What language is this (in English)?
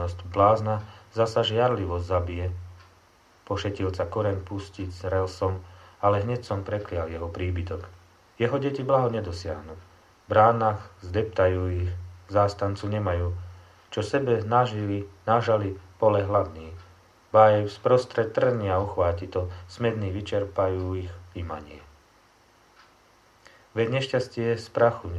Slovak